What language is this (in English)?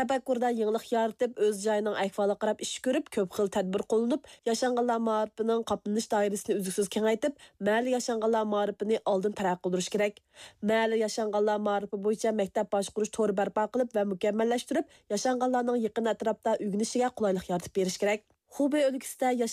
Uyghur